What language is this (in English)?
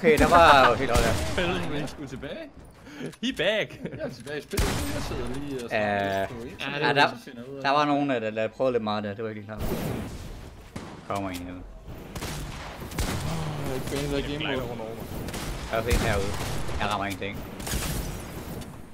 Danish